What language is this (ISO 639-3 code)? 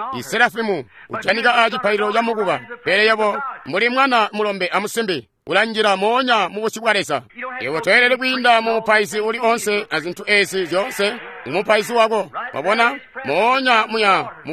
toi